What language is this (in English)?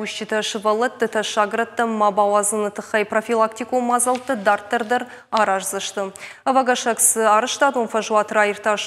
Ossetic